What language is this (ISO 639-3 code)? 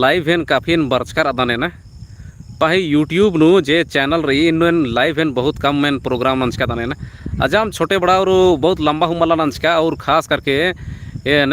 kru